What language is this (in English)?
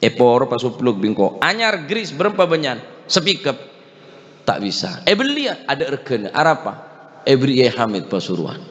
Madurese